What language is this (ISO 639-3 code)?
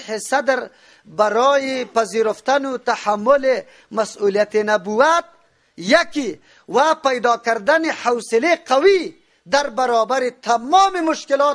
fas